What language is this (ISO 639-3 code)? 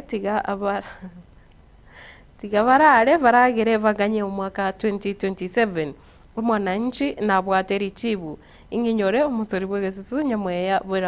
guz